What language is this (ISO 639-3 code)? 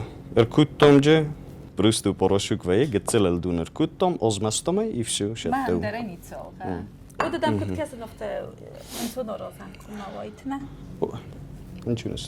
oss